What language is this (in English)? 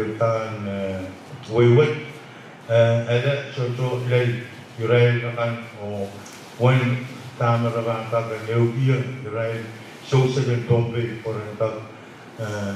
Pohnpeian